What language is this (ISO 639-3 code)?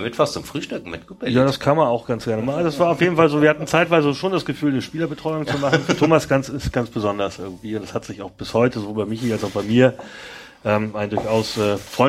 deu